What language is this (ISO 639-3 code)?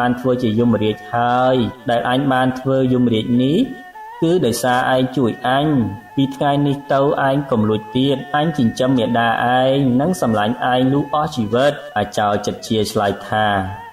khm